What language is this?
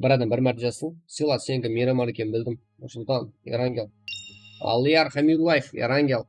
Kara-Kalpak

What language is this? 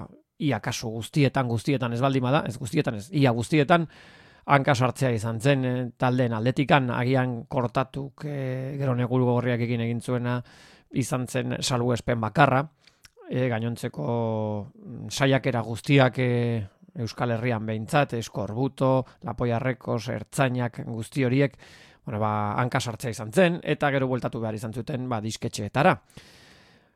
Basque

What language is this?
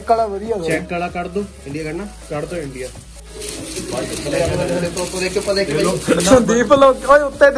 Punjabi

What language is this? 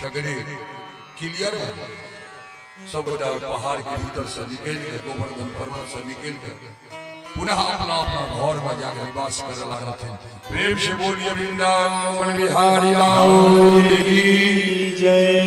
Maithili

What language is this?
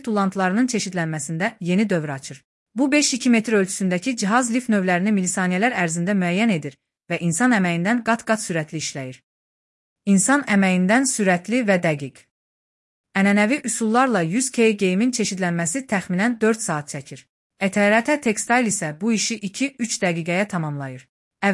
Azerbaijani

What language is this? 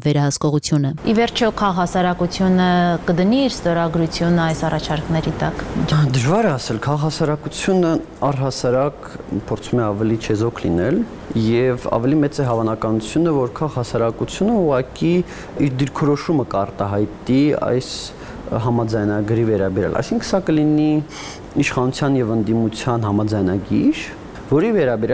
Armenian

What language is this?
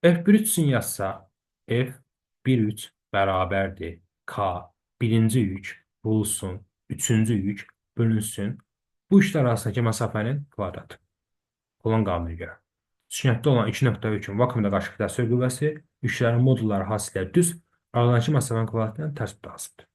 Azerbaijani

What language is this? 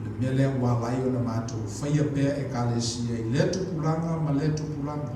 Samoan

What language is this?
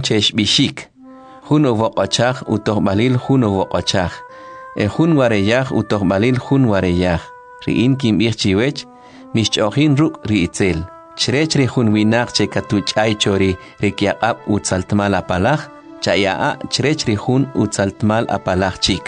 Kʼicheʼ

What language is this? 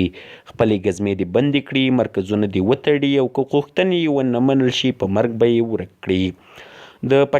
Pashto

